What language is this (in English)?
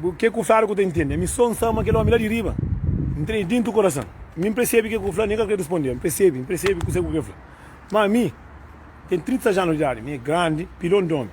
Kabuverdianu